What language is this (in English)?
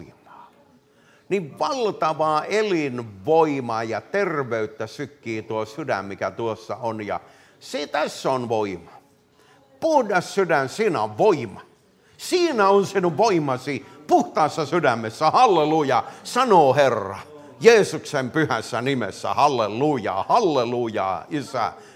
Finnish